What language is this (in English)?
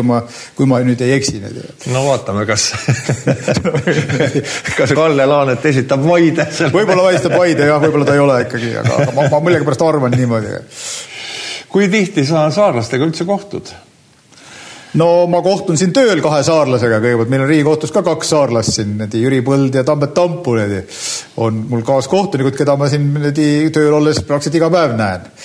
Estonian